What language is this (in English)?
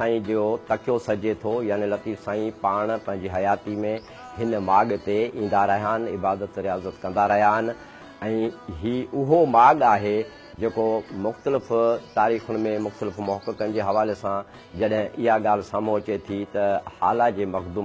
Sindhi